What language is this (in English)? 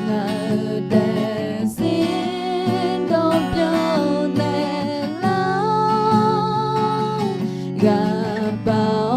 Akha